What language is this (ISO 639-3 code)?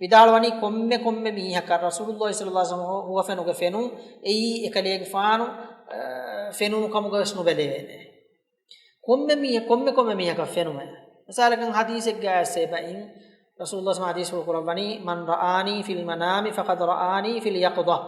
div